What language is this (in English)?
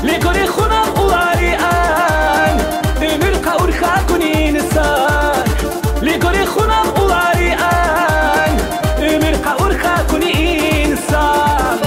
Tabassaran